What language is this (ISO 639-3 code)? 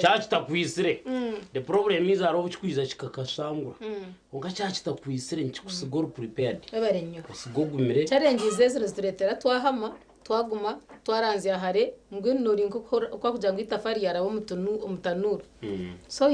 nyn